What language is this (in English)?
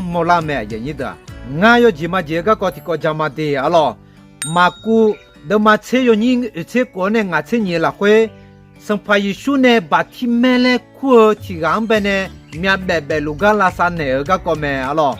Akha